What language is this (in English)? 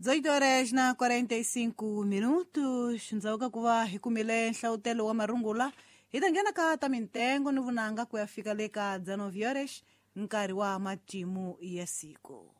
Tsonga